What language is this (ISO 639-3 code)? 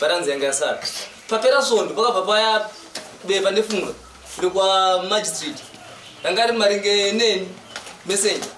sna